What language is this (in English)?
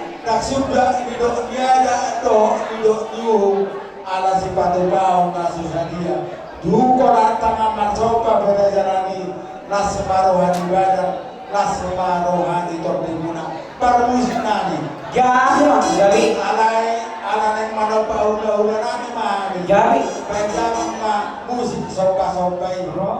Batak Toba